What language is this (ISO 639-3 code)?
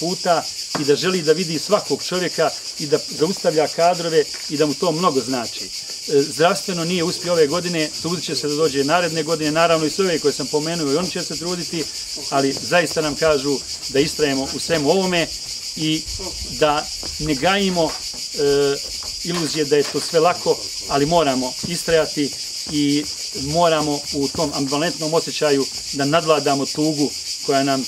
bos